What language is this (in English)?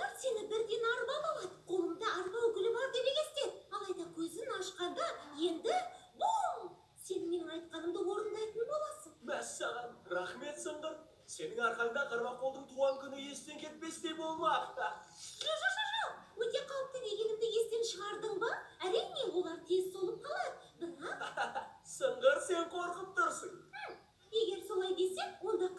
Kazakh